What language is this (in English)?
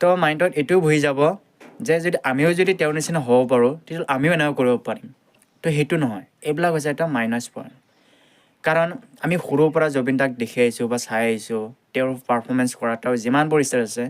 Assamese